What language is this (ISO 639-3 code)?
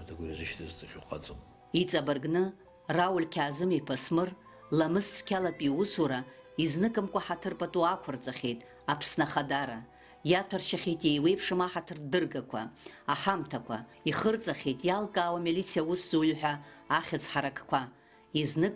abk